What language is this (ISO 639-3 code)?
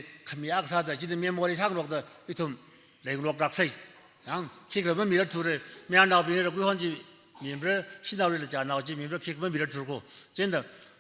nmf